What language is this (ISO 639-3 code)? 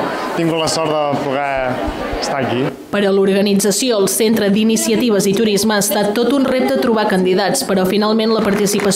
cat